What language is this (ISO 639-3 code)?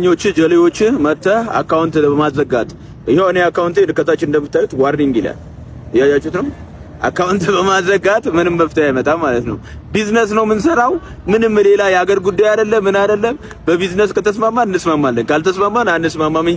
amh